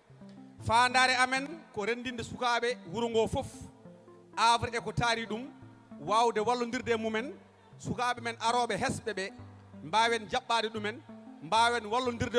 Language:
Fula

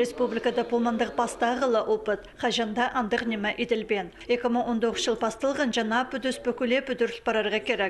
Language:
Khakas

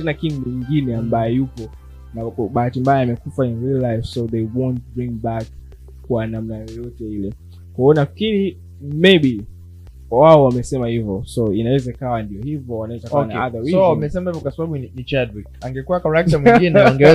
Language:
Swahili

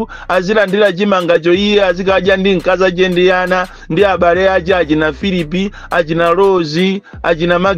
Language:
Nyanja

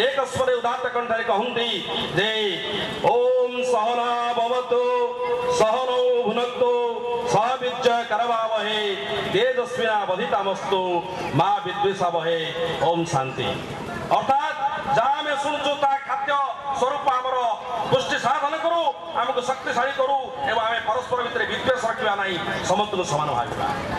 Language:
Odia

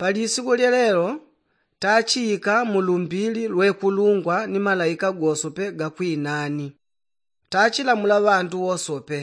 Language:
Yao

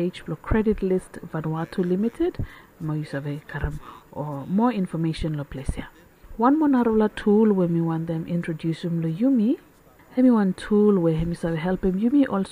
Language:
Bislama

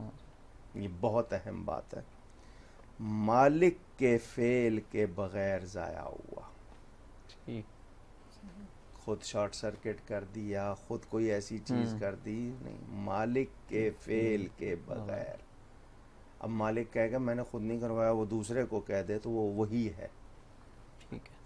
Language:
Urdu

